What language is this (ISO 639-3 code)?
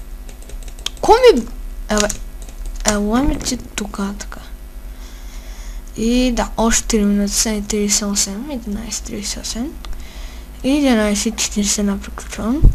bul